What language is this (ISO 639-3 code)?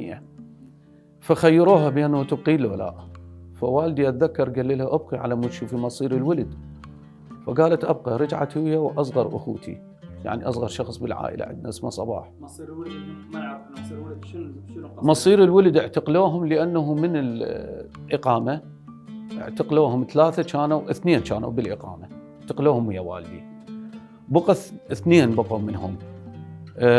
acm